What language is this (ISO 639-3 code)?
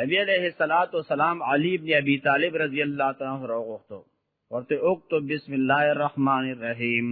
pus